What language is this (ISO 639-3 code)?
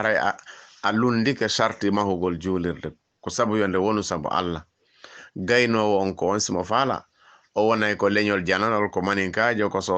ful